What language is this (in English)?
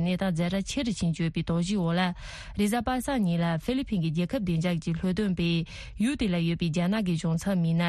Tibetan